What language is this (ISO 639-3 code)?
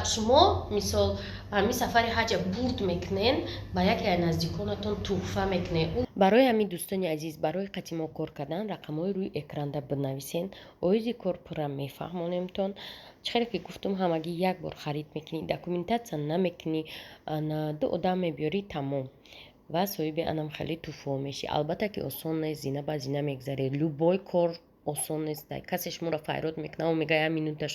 tgk